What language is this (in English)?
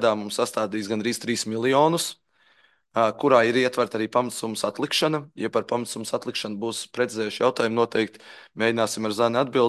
Latvian